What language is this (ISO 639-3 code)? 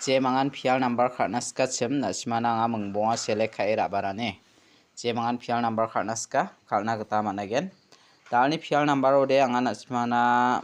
grt